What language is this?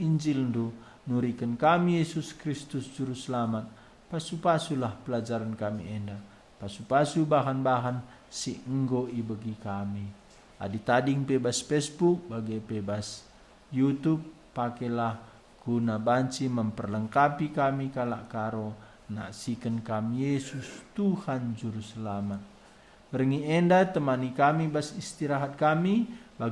Batak Karo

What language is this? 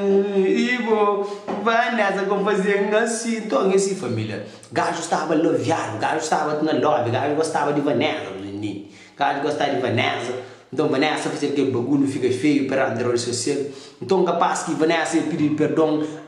Kabuverdianu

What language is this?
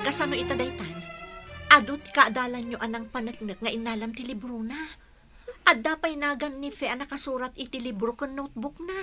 Iloko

